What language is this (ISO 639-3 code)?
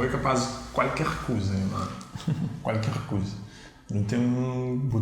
kea